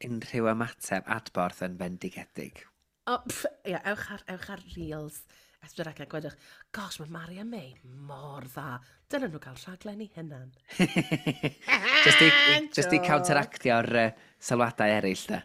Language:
Welsh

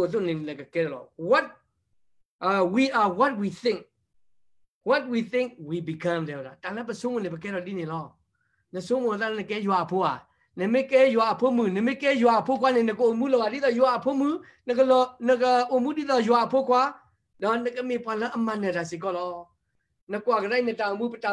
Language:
S'gaw Karen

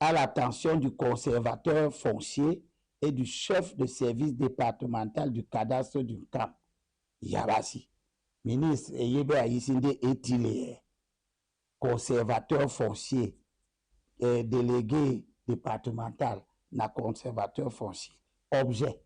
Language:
Duala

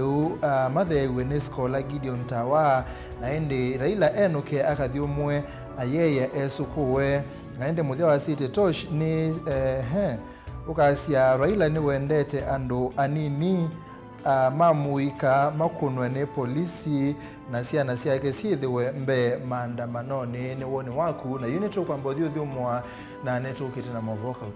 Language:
Kamba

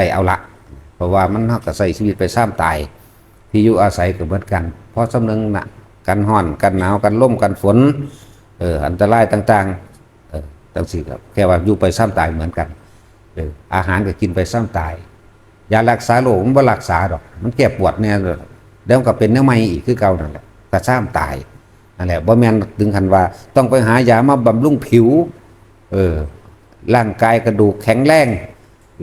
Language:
Northeastern Thai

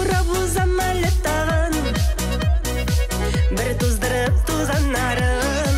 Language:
Bashkir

